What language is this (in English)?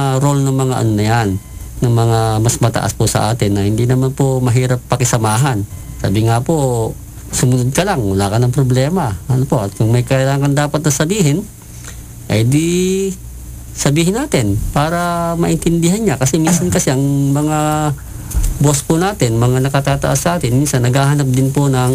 Filipino